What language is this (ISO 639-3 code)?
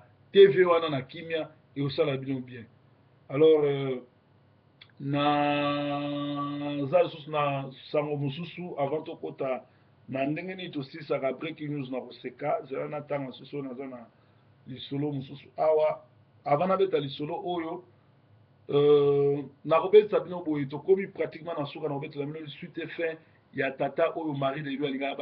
lin